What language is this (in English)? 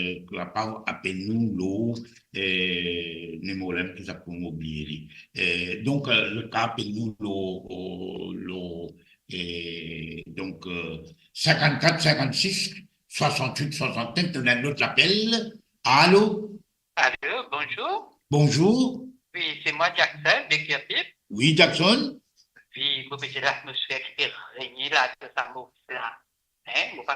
Morisyen